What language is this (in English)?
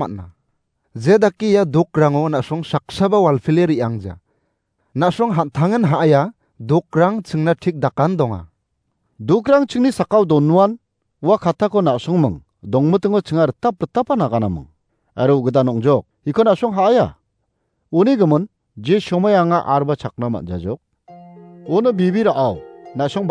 Garo